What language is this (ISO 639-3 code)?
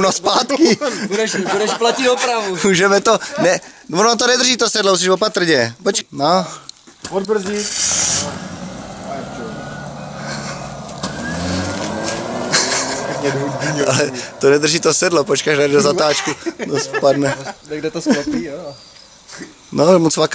ces